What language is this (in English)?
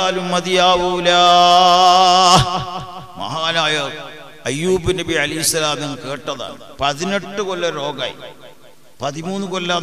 Malayalam